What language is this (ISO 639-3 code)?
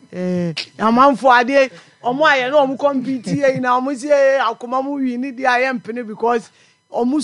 aka